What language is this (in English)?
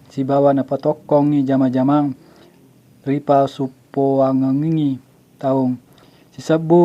Buginese